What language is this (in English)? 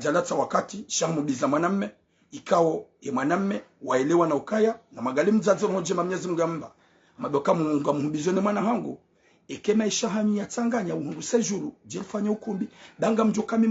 Ngazidja Comorian